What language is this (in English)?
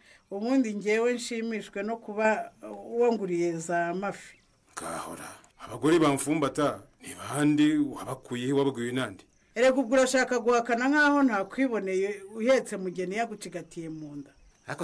Kinyarwanda